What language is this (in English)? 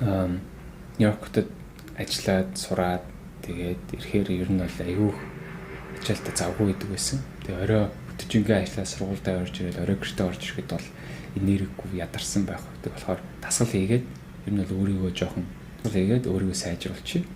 Mongolian